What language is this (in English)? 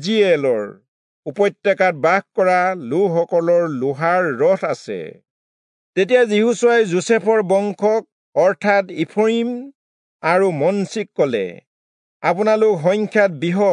Assamese